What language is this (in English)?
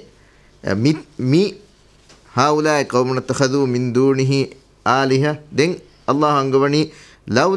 Divehi